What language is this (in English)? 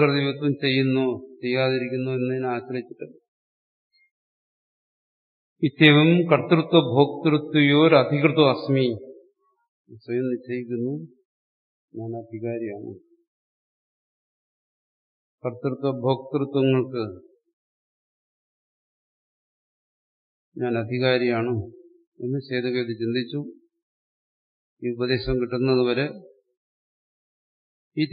Malayalam